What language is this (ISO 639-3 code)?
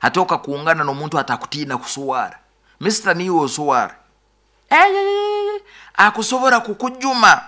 nyo